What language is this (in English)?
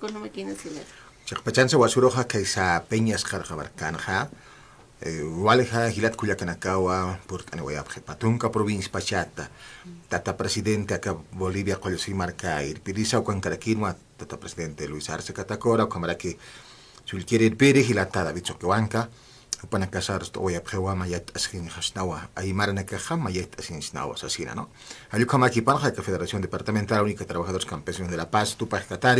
Aymara